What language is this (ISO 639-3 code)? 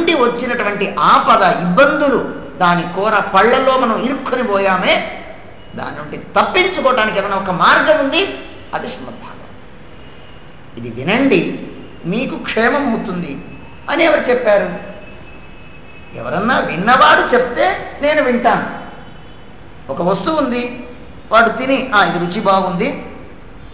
tel